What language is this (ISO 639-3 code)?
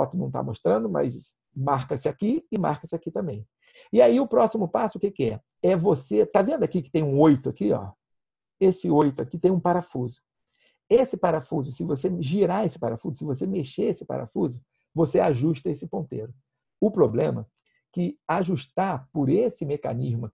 por